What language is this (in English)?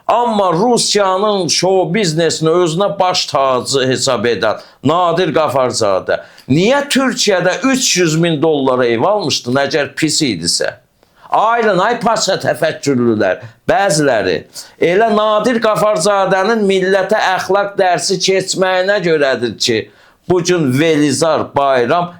Azerbaijani